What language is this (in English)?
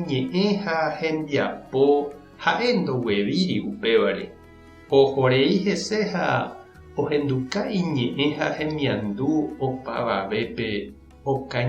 Guarani